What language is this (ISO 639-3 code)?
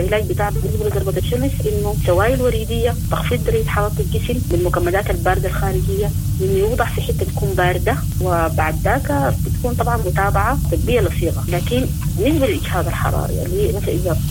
apd